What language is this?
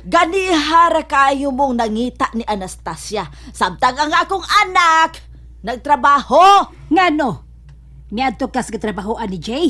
Cebuano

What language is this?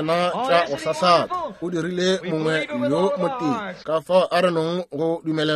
Northern Sotho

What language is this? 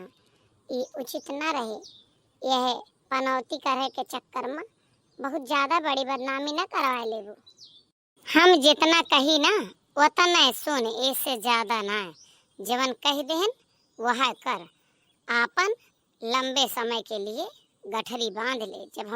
Awadhi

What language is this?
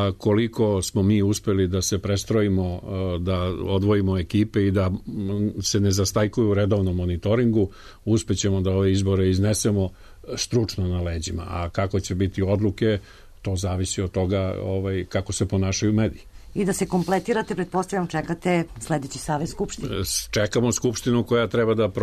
Serbian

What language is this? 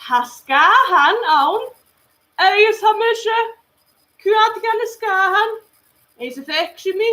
Scottish Gaelic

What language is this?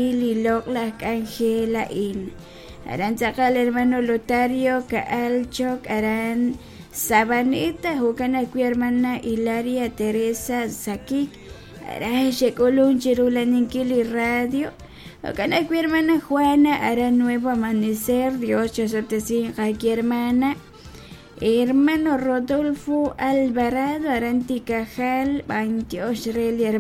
Kekchí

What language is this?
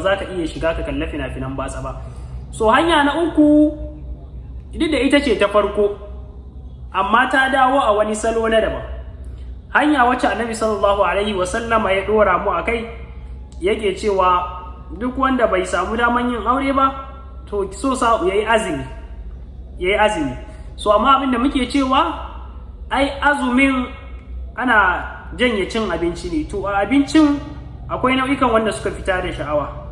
Hausa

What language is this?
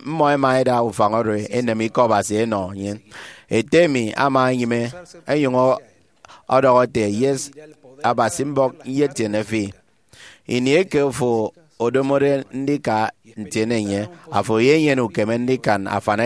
Efik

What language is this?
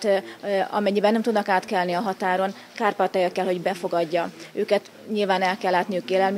Hungarian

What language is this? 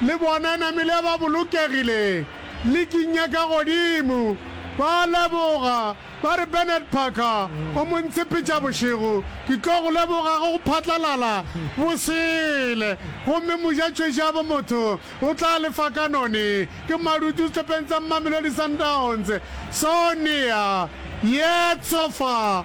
Northern Sotho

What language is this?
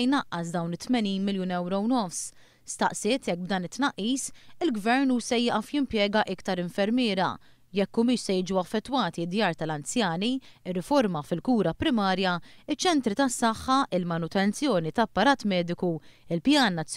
Maltese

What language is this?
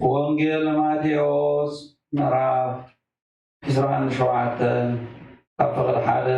Geez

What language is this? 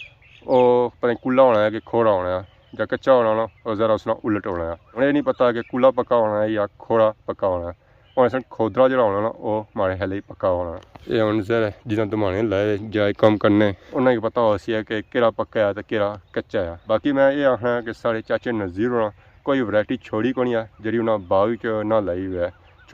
Pahari-Potwari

